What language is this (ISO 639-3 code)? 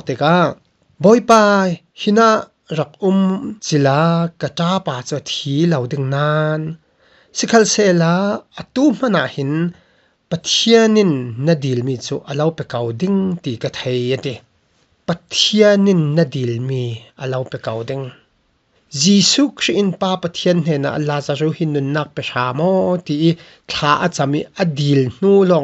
cfm